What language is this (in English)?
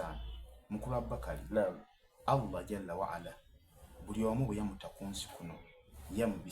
Soga